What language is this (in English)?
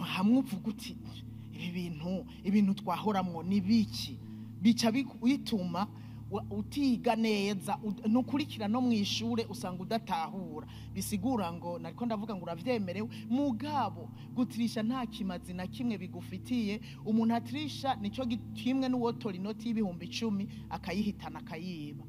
Rundi